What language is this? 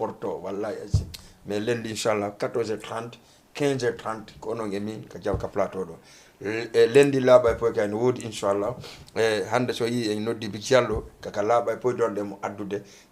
Fula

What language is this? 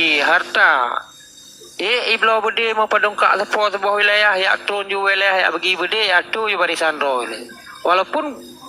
Achinese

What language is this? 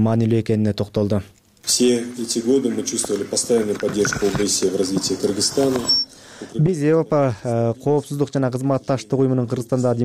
Kyrgyz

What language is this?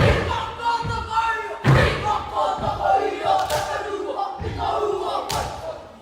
Māori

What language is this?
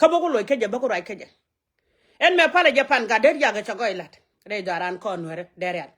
Nuer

